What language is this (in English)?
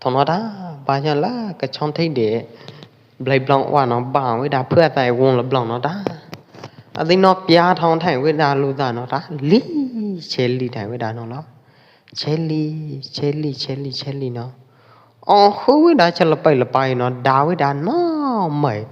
Pwo Eastern Karen